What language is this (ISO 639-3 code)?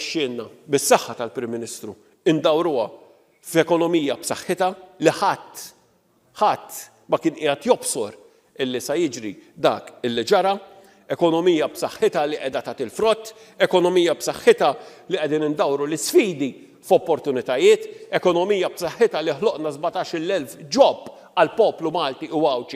mlt